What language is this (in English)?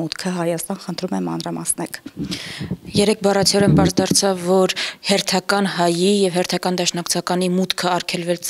Armenian